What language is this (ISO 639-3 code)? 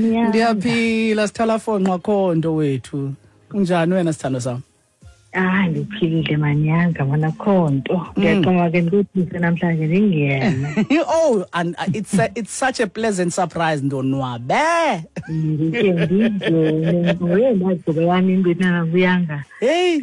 xho